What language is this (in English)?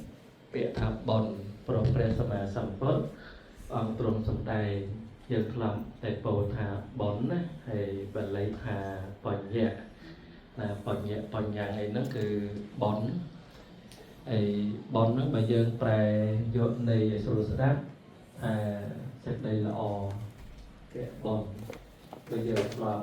Khmer